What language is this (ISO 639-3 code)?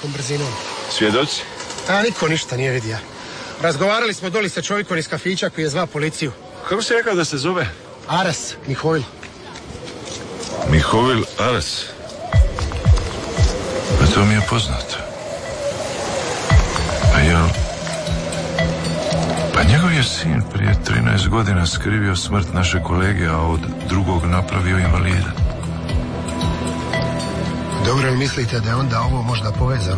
hrv